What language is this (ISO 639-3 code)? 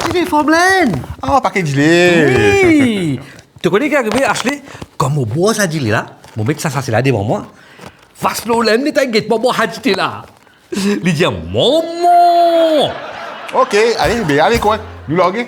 mfe